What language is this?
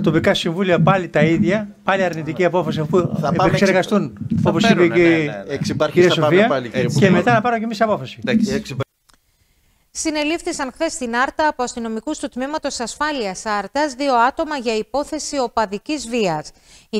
Greek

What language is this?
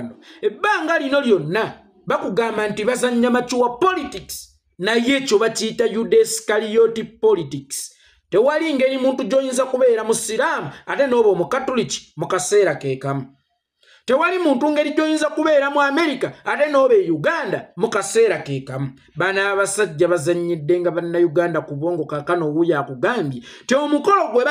Ganda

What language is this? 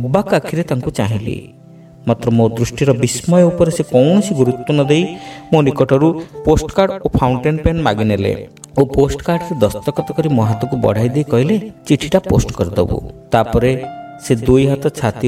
Odia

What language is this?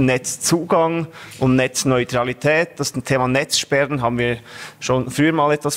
German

